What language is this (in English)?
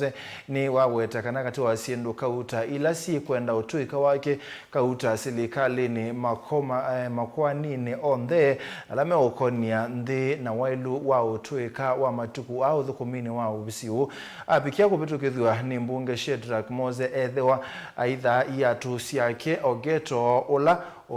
Kamba